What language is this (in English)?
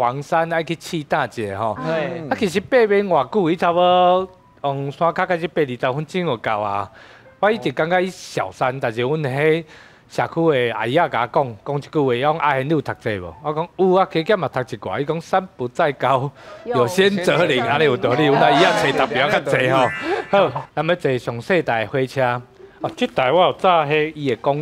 Min Nan Chinese